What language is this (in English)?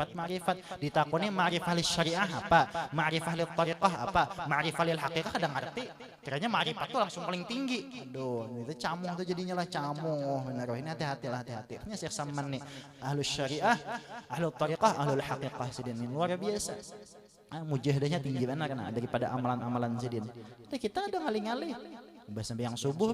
Banjar